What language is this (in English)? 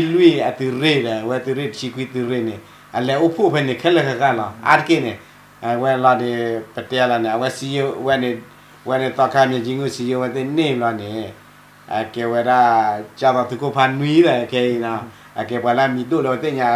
S'gaw Karen